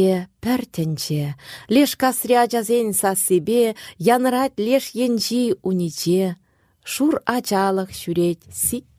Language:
Chuvash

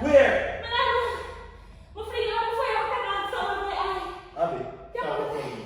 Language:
Jamaican Creole English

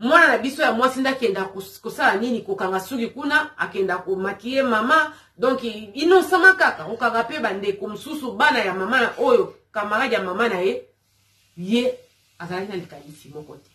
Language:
Lingala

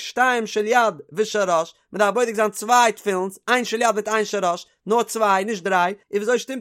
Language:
Yiddish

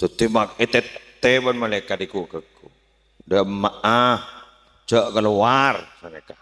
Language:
Madurese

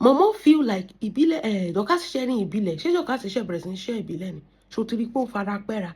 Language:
Yoruba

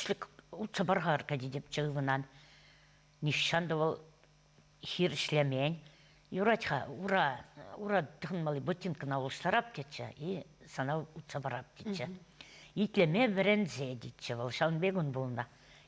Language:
Chuvash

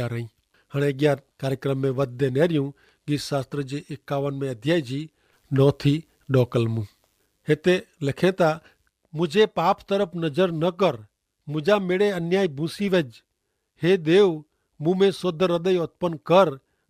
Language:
Kachhi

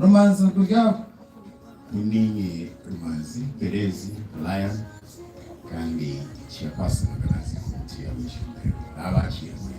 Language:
Nyankole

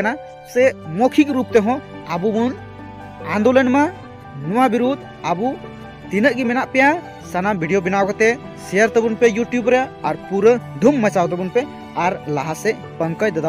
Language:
Santali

